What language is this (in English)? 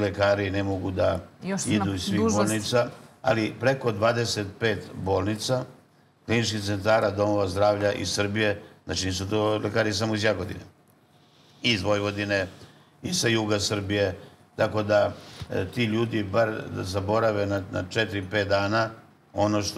Serbian